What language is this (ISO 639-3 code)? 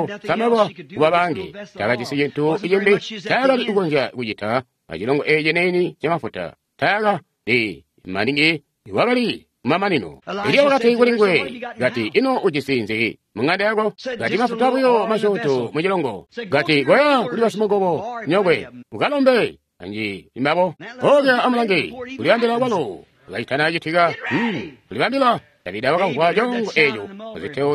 toi